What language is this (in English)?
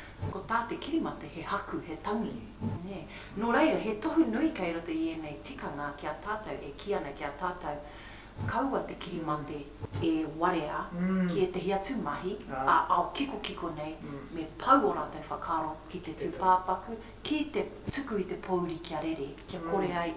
Māori